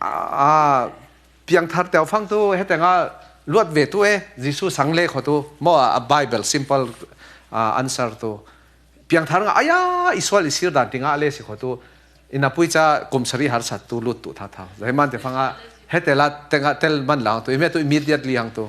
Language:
Falam Chin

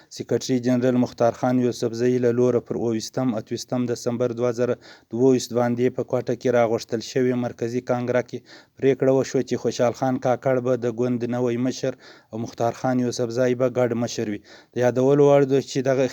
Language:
Pashto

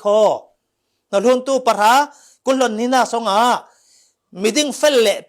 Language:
Falam Chin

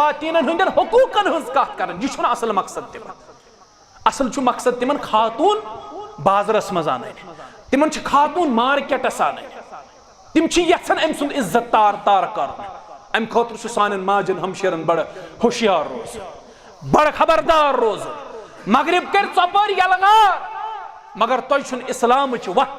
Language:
Kashmiri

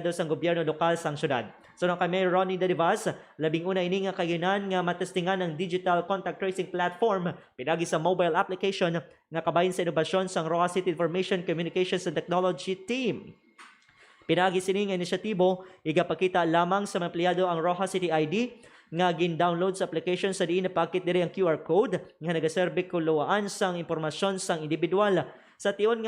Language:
Hiligaynon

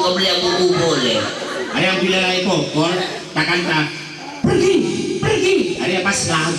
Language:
Madurese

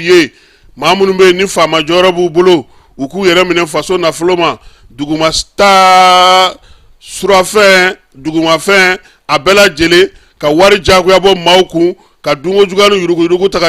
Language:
Bambara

